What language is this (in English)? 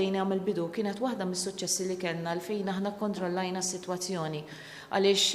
Maltese